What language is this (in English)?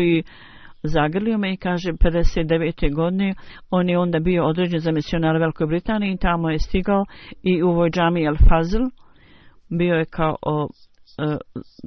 Bosnian